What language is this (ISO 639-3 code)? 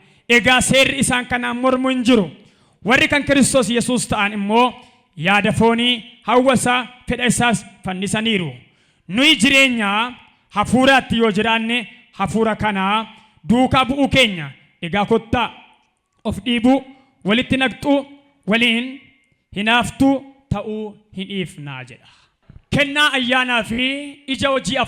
orm